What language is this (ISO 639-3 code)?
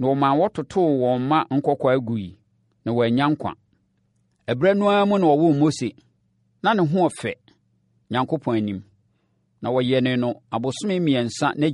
aka